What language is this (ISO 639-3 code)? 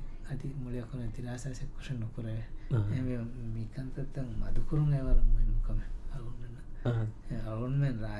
div